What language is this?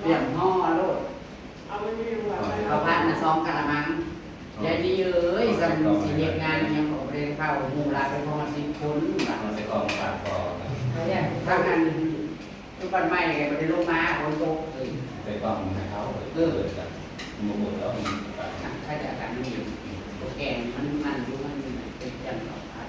Northeastern Thai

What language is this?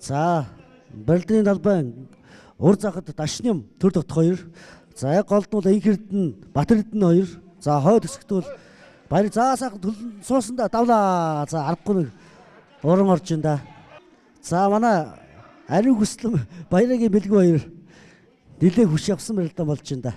Mongolian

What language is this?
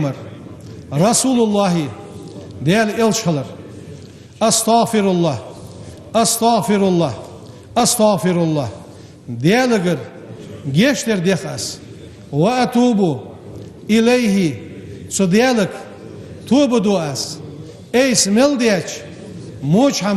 Ingush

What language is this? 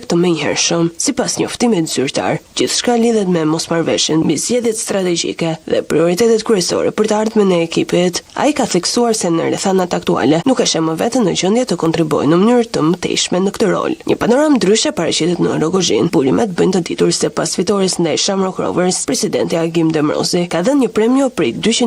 Albanian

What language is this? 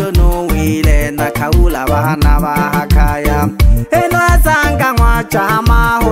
Swahili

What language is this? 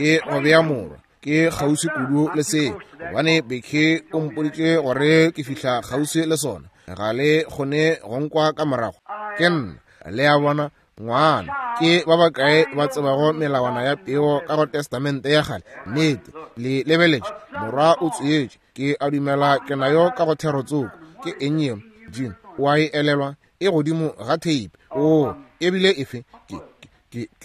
Northern Sotho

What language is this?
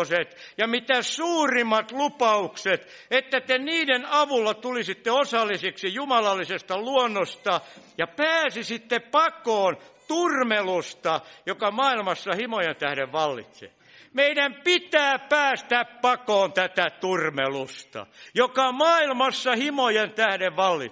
Finnish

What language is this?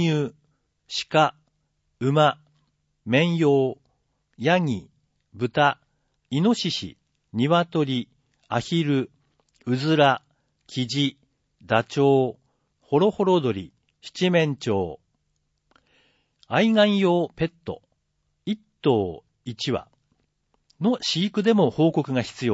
Japanese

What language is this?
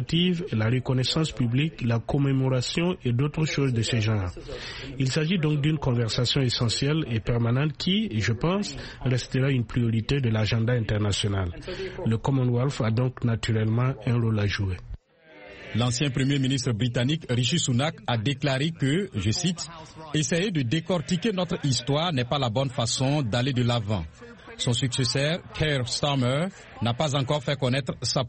French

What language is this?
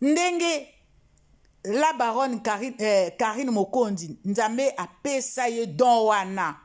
Lingala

